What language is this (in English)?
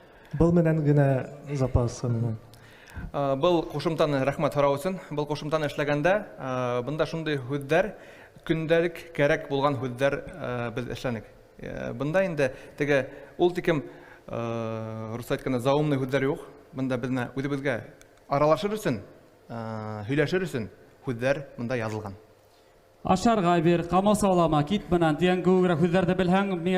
Bashkir